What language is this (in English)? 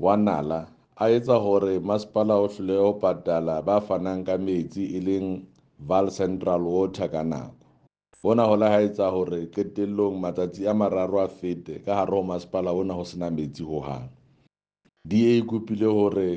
Southern Sotho